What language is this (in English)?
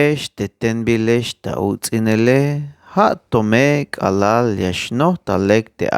Tzeltal